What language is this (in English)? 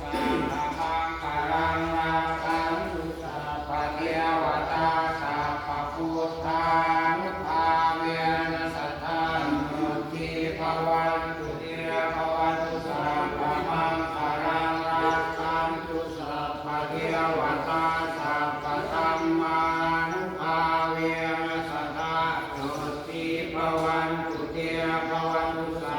Pali